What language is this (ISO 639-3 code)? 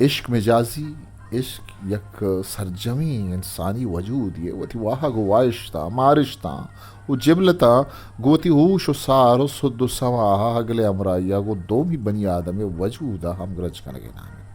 bgp